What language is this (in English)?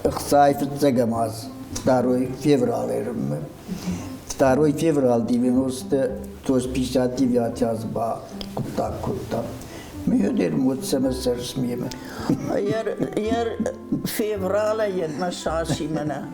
Ossetic